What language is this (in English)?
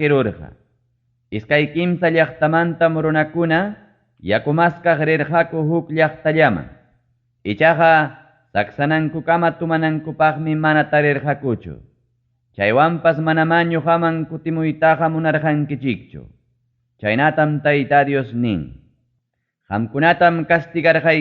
Ayacucho Quechua